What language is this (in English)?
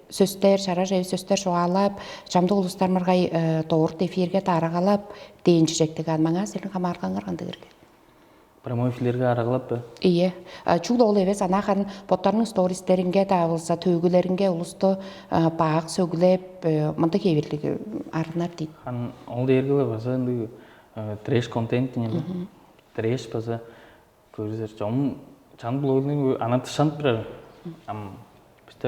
Tuvinian